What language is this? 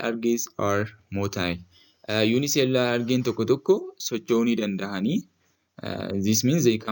Oromo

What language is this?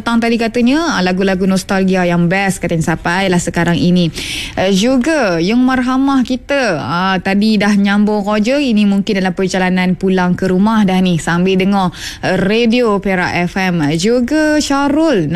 Malay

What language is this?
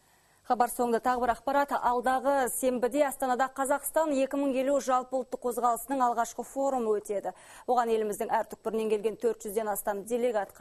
Kazakh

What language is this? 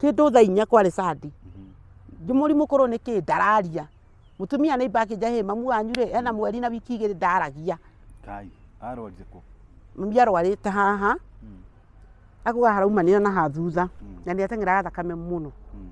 Kikuyu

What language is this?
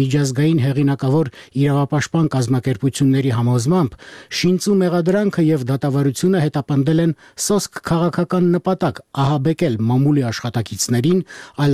Armenian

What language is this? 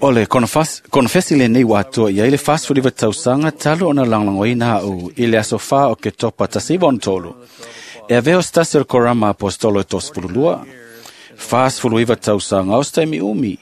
Samoan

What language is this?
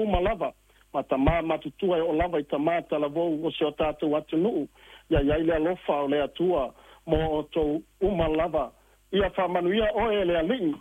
Samoan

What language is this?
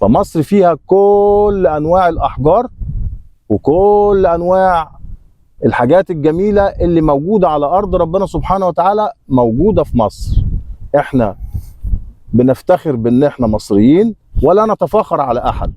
Egyptian Arabic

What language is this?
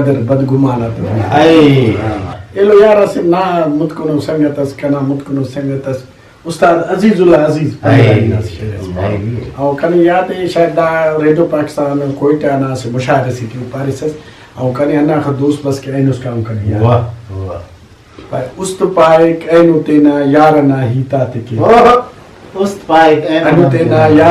Brahui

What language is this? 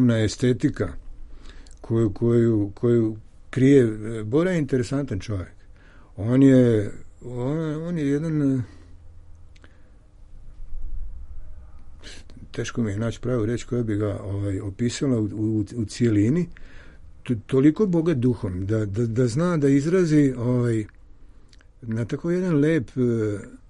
Serbian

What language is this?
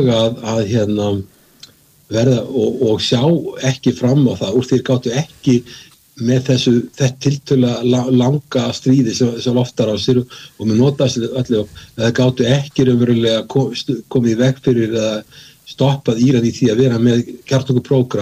Icelandic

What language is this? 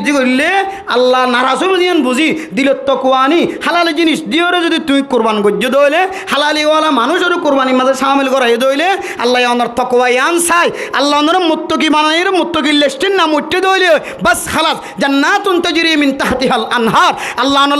Rohingya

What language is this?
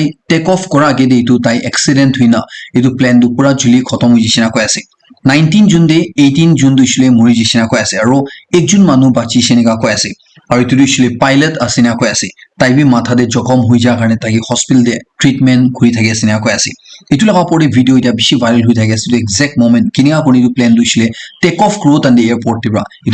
Naga Pidgin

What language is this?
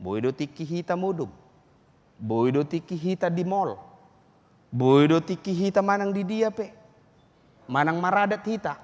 Batak Toba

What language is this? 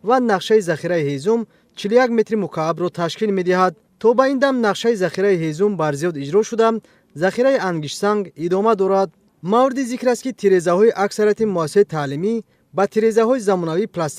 Tajik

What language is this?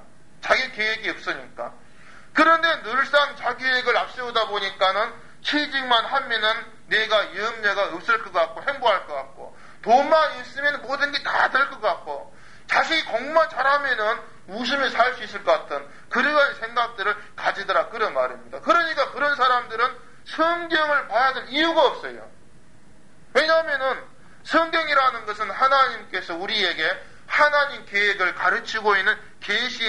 Korean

